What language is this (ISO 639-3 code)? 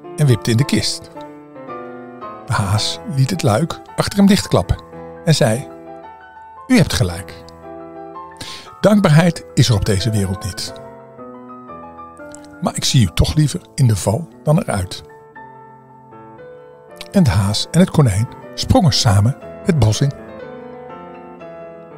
nld